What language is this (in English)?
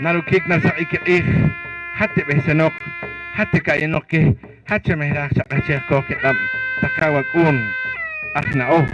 Poqomchi'